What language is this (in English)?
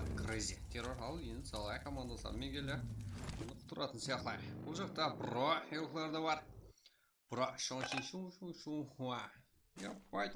Kara-Kalpak